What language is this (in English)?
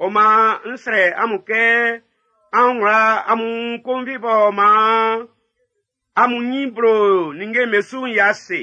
Baoulé